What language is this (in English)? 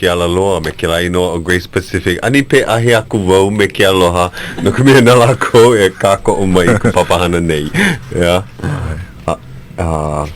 Hawaiian